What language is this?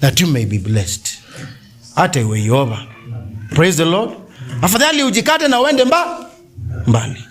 Kamba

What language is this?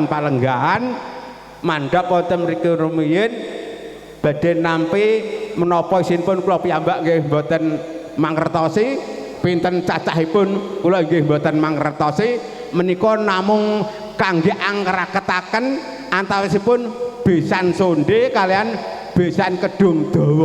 Javanese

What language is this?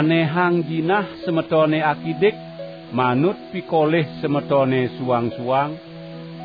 Balinese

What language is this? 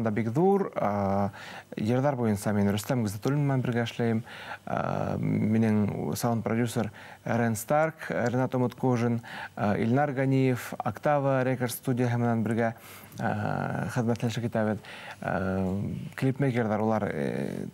Bashkir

